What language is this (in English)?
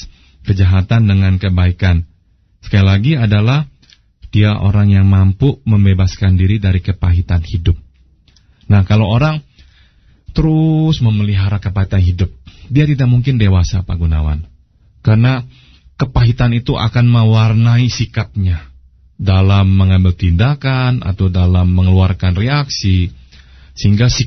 Indonesian